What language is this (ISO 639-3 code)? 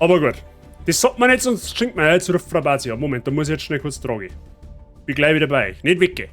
bar